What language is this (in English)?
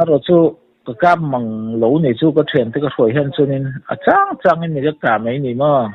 Mizo